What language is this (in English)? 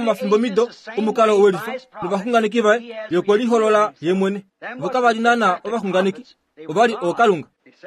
Kuanyama